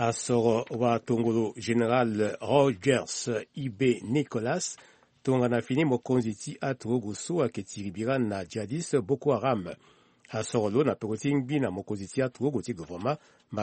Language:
Sango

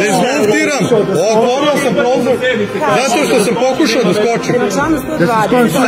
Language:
Serbian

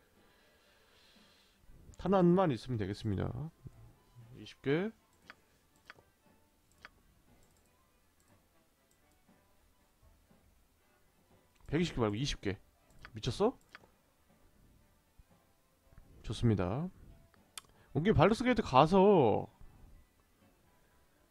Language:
Korean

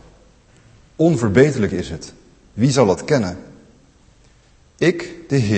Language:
Dutch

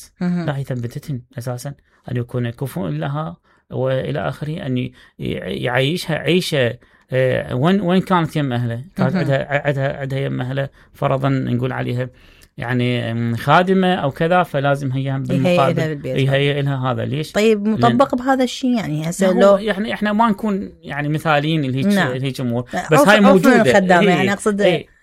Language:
Mesopotamian Arabic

